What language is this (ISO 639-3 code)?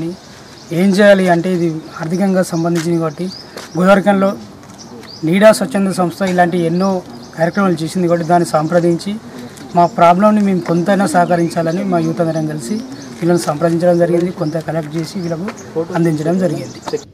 tel